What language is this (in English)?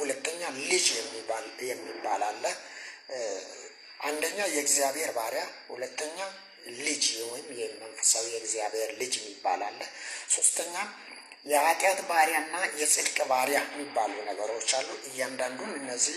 Amharic